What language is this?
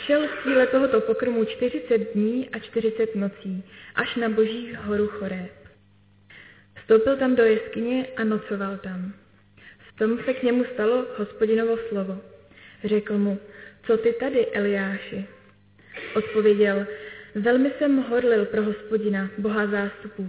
Czech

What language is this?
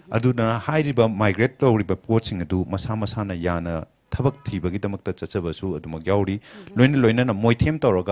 Manipuri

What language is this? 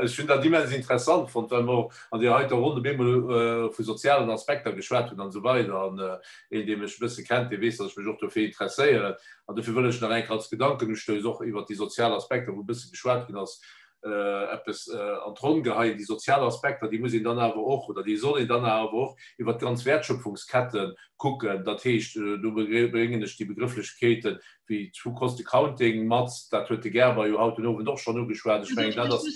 Luxembourgish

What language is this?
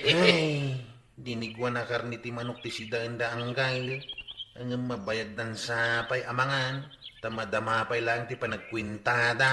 Iloko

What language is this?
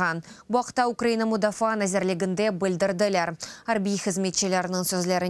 Crimean Tatar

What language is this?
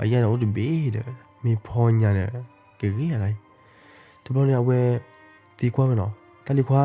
S'gaw Karen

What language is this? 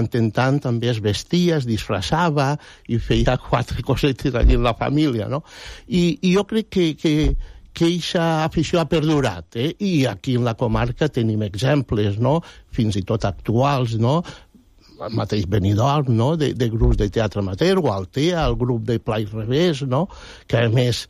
Catalan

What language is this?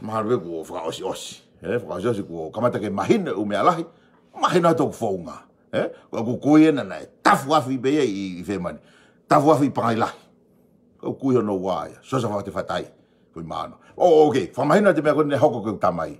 Tongan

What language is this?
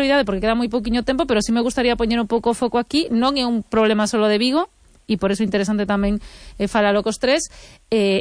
Galician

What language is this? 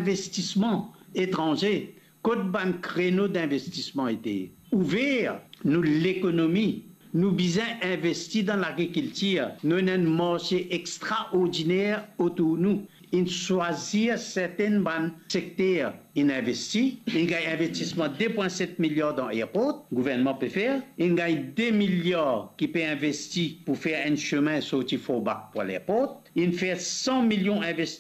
Morisyen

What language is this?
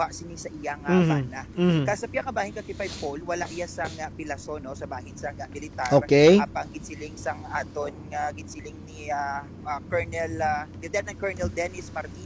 Hiligaynon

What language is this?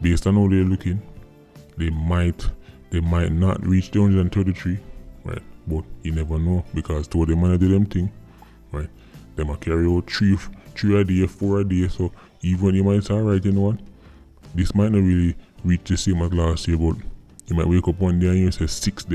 Jamaican Creole English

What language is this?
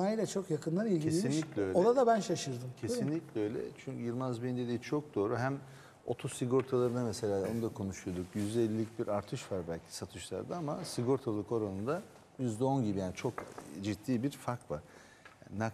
Turkish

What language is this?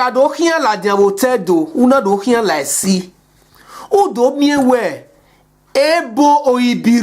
Bini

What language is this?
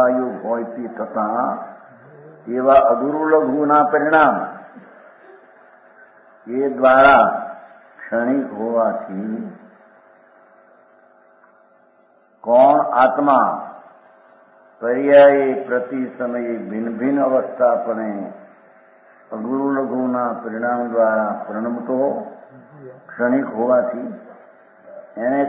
Gujarati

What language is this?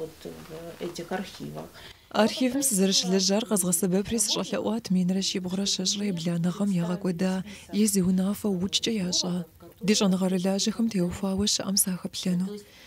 Kabardian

